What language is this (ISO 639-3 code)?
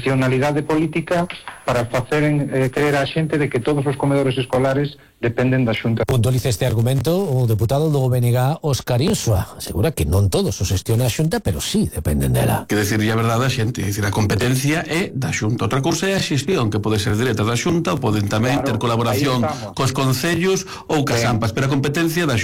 glg